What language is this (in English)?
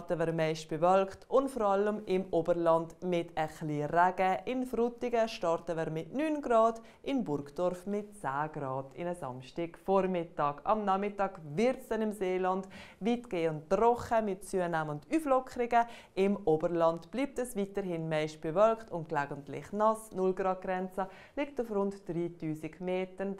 Swiss German